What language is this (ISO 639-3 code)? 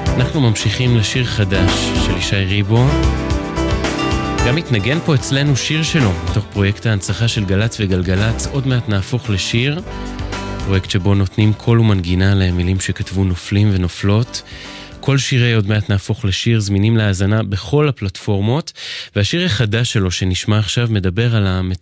heb